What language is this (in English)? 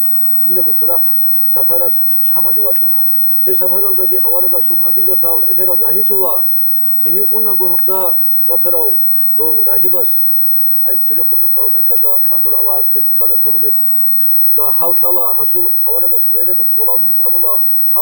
Avaric